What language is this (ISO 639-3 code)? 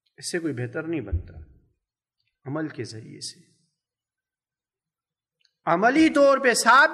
urd